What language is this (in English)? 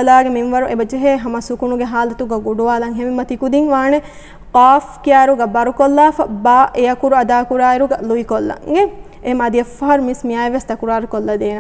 Divehi